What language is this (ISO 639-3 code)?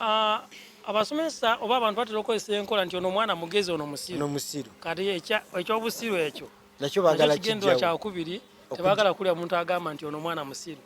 lug